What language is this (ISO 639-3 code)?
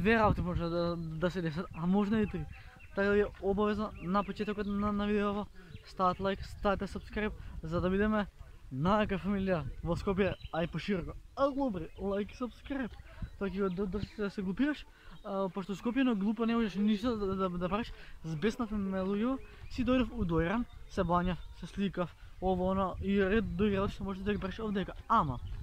mkd